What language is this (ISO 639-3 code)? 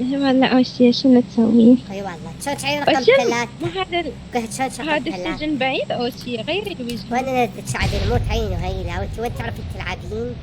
acm